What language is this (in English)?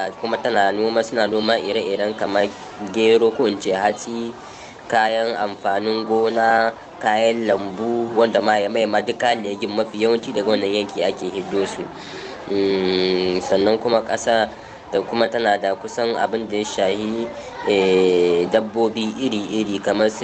Hausa